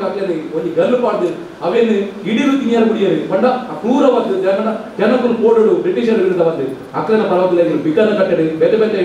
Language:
Tulu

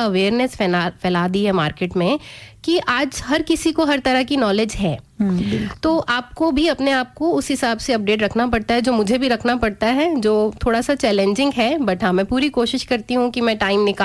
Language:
Hindi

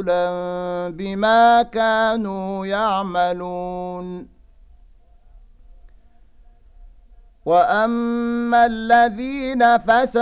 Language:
Arabic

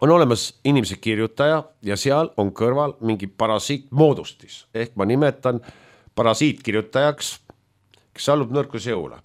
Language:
Estonian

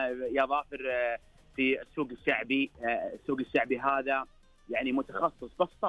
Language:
Najdi Arabic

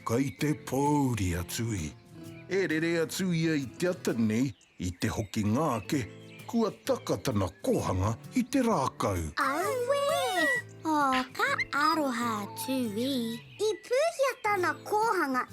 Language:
Māori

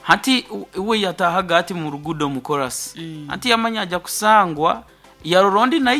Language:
Nyoro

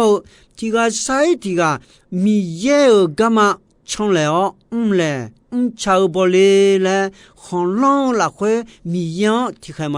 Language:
Akha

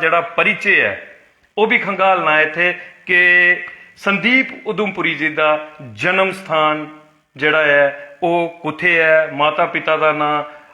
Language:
Dogri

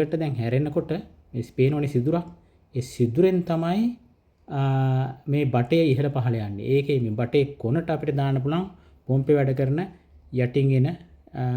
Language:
Sinhala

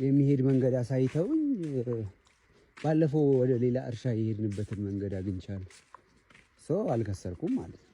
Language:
Amharic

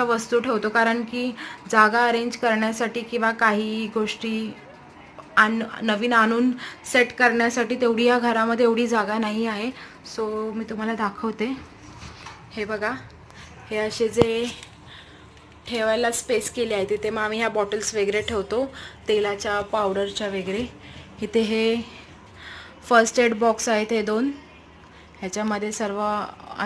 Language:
Marathi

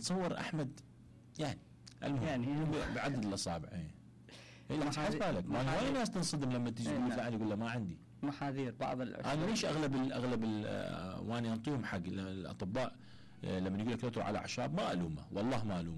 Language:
Mesopotamian Arabic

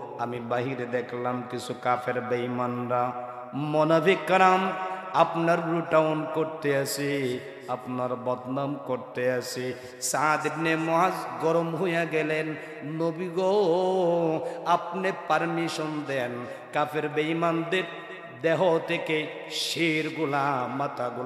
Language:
Sylheti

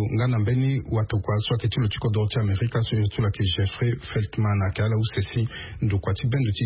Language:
Sango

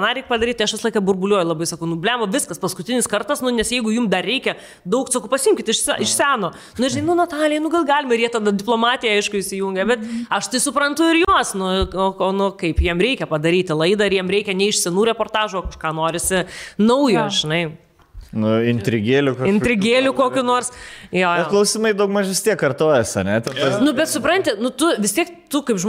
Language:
Lithuanian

